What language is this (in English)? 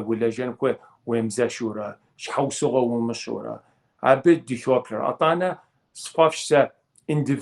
Kabardian